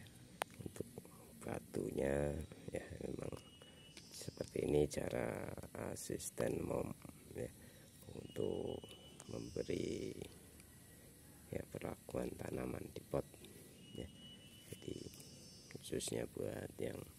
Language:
Indonesian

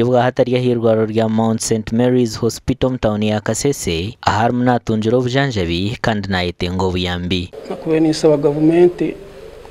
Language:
Nyankole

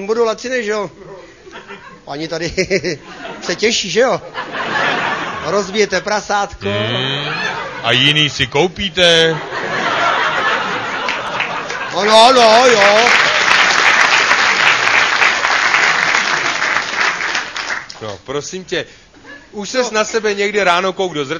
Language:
Czech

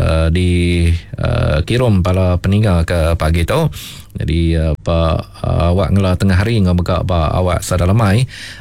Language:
Iban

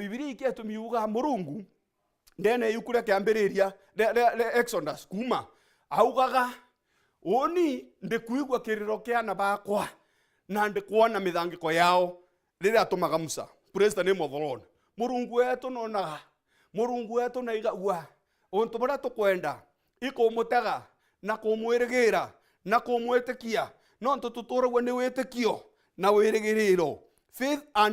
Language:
Meru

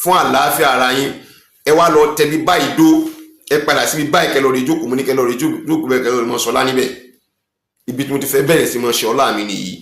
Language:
Yoruba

